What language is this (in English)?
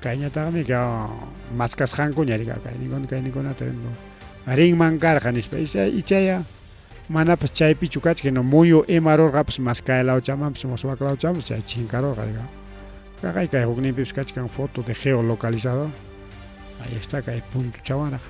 Ayacucho Quechua